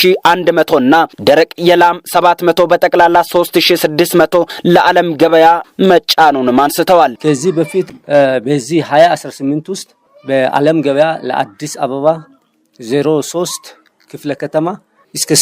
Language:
Amharic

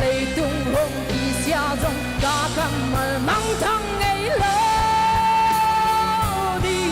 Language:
Paite Chin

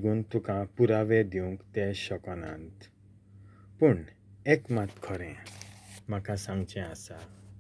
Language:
Konkani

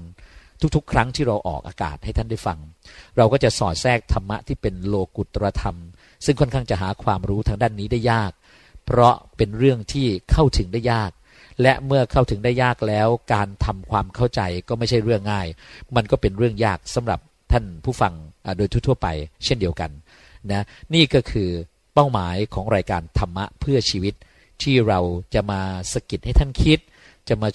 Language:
Thai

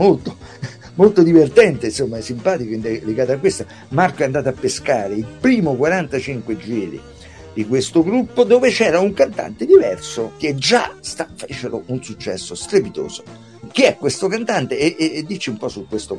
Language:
Italian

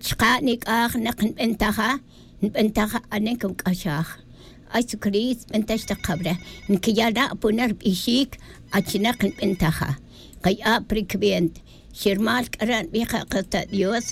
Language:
Tz'utujil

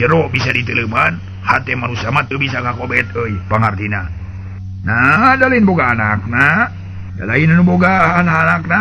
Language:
Sundanese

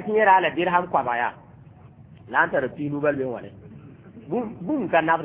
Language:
Mossi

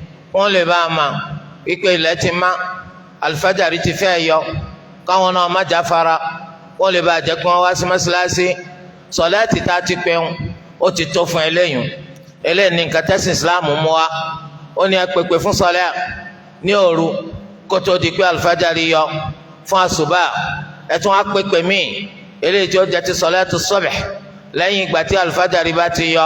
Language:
Yoruba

